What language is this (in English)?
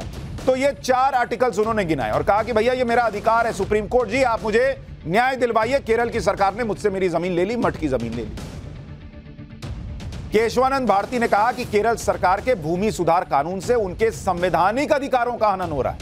Hindi